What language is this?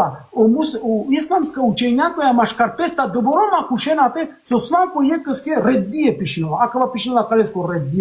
Balkan Romani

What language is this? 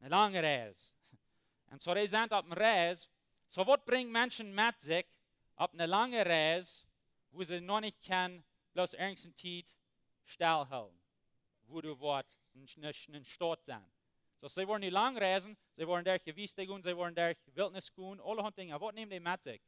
Plautdietsch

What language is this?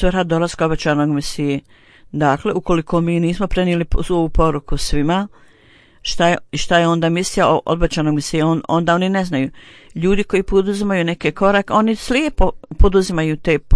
Bosnian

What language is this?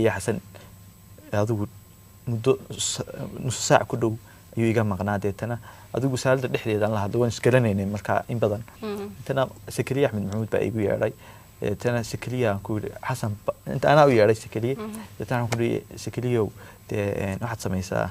Somali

